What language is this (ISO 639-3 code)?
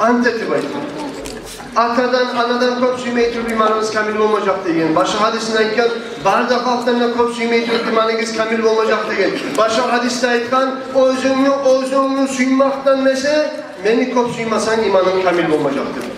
kum